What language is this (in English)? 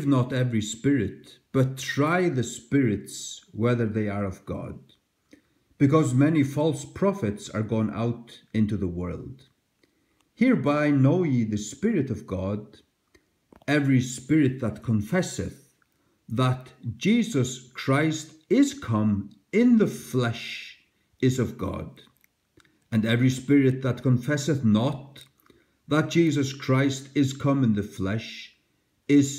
Faroese